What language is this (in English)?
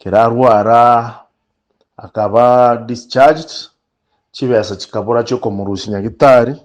Gusii